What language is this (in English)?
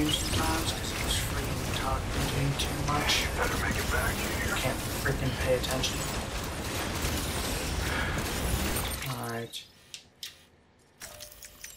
English